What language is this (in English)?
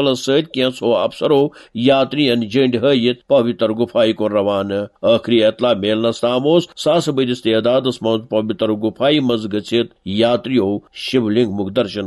Kashmiri